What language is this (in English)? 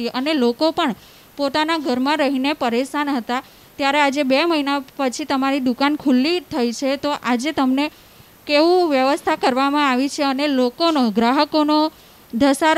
Gujarati